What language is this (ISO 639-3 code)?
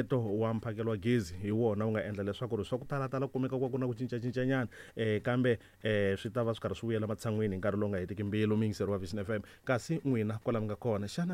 tso